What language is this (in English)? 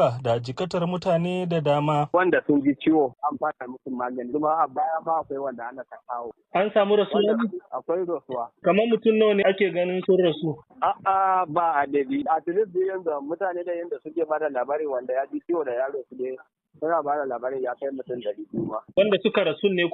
Hausa